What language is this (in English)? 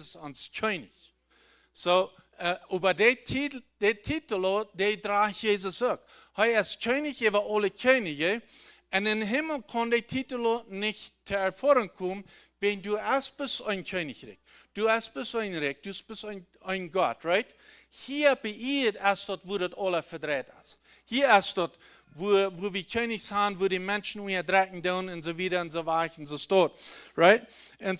Plautdietsch